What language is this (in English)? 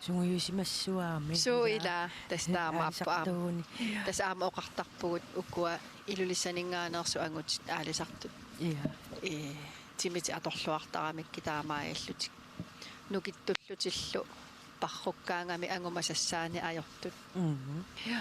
Kalaallisut